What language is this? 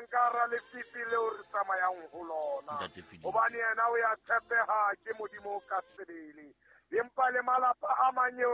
Southern Sotho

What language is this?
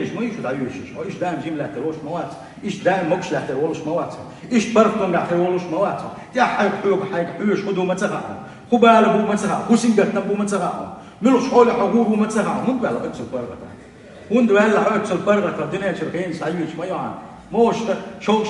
Chechen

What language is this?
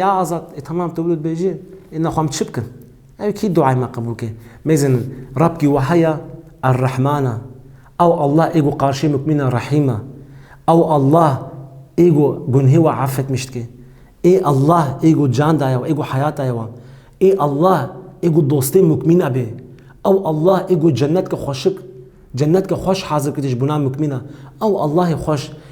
Kurdish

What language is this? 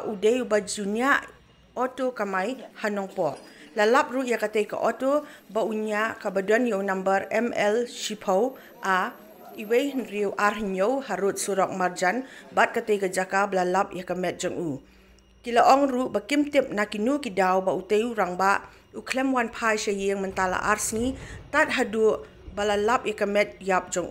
Khasi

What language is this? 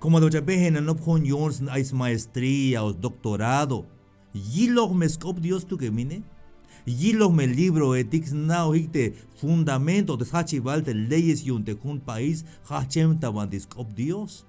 Tzeltal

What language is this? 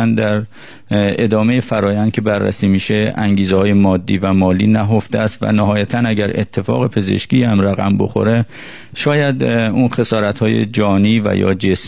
Persian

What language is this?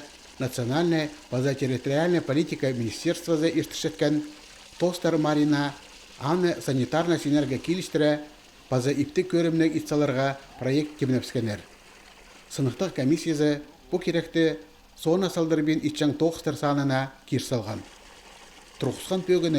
Khakas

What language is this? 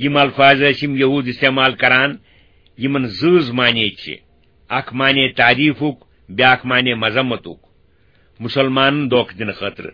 Kashmiri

